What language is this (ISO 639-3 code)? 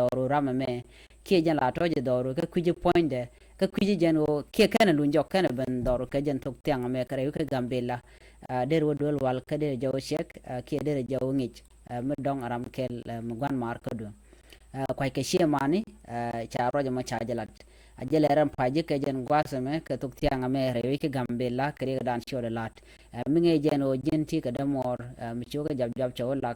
nus